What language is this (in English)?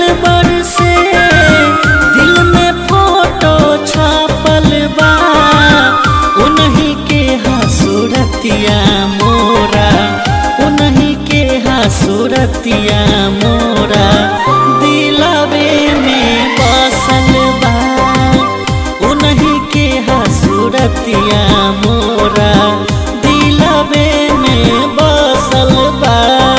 Bhojpuri